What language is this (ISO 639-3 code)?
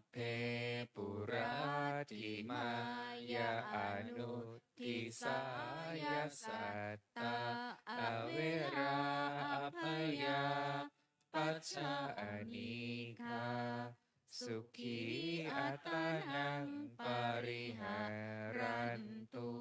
pli